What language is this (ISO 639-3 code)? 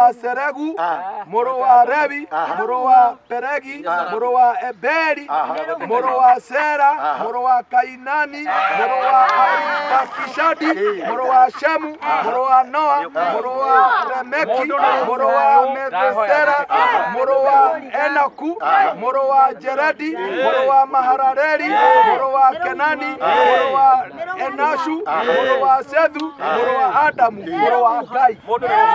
kik